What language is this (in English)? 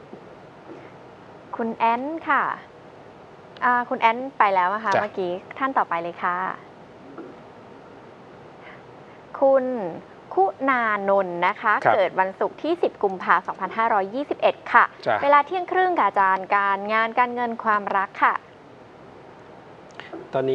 Thai